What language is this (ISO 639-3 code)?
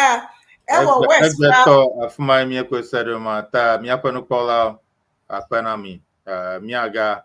ewe